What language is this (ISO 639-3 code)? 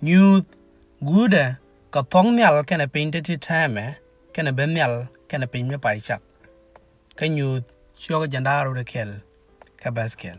nus